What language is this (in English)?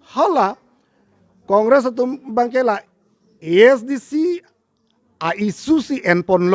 Karbi